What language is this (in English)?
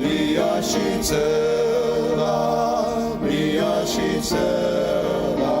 Ao Naga